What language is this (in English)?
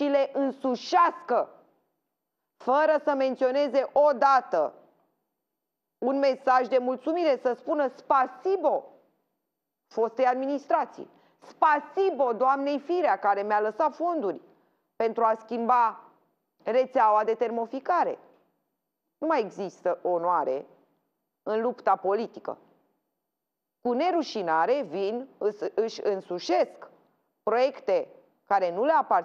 Romanian